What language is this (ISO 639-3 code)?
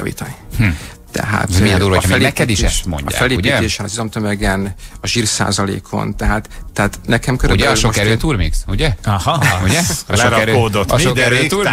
hun